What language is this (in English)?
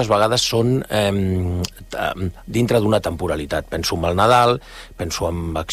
Catalan